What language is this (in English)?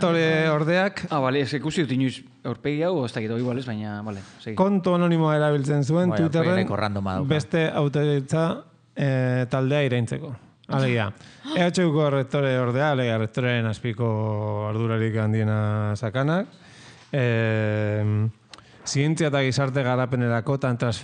Basque